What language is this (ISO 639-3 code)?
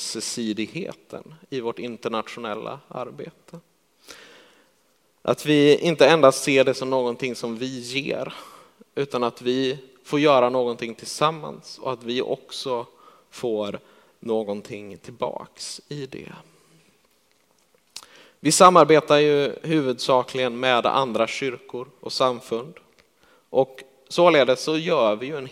swe